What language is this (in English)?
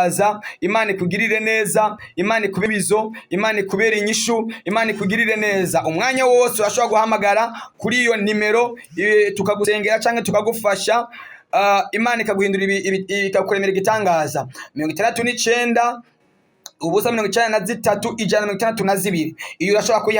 Rundi